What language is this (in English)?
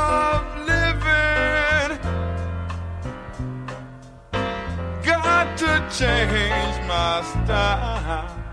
English